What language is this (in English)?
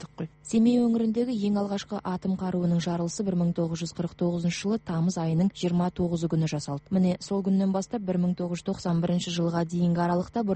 Kazakh